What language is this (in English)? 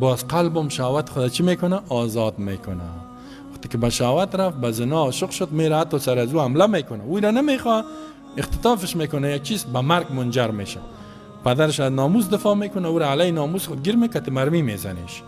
Persian